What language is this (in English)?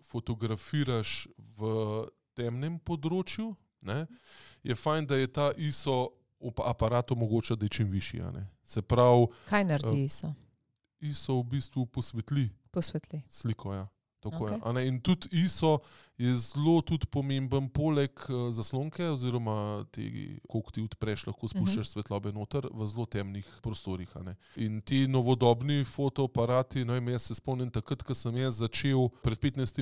Slovenian